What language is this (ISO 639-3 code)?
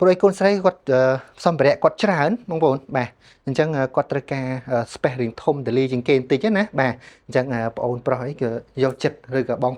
khm